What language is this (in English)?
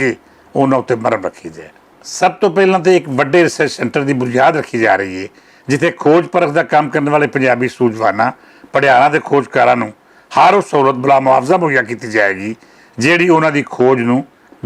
Western Panjabi